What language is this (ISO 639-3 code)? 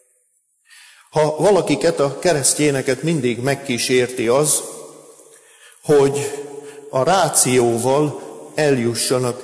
hun